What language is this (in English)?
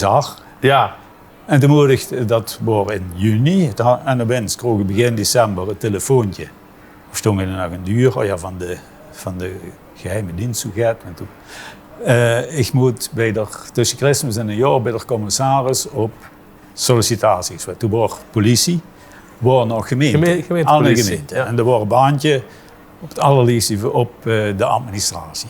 Limburgish